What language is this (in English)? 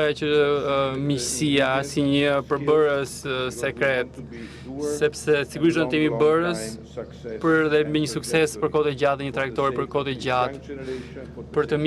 Albanian